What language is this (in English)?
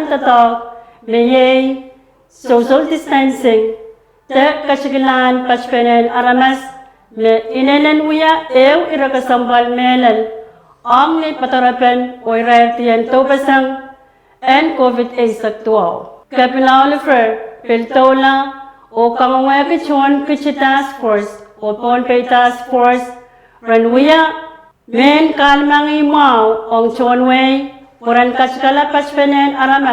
Pohnpeian